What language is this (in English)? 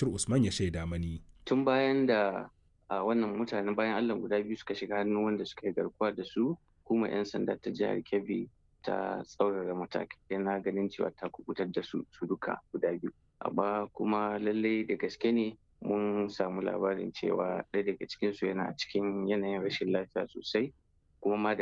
Hausa